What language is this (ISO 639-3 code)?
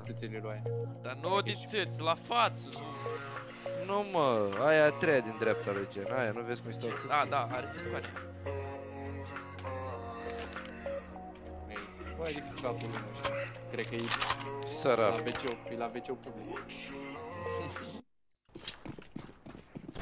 ron